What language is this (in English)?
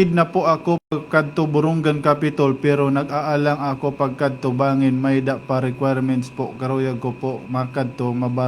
Waray